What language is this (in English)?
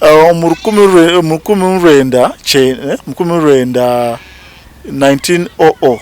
Nyankole